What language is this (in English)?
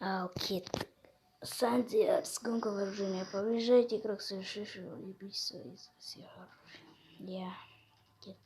Kazakh